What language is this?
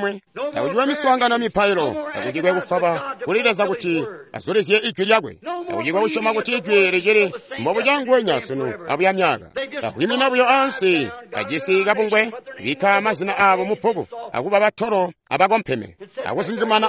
Tonga (Zambia)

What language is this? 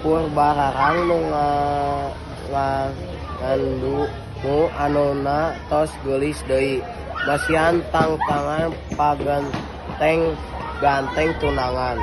Sundanese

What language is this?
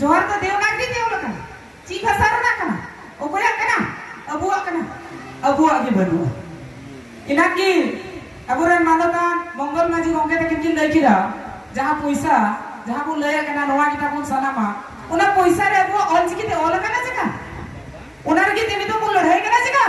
Santali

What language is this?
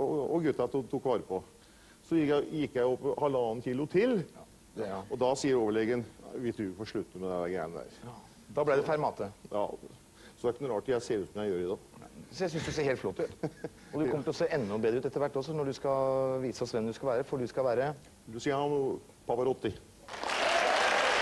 Norwegian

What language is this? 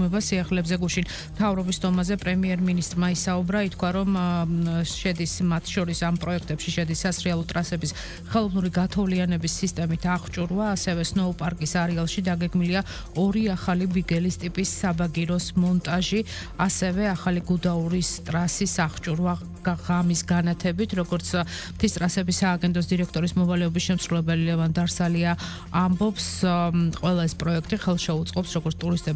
Georgian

